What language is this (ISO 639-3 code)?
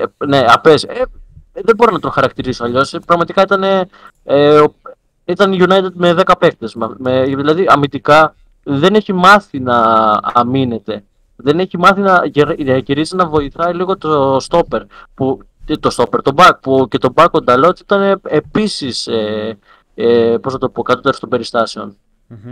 ell